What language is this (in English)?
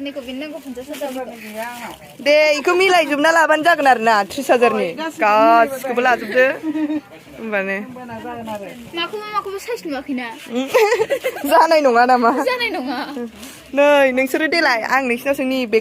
Bodo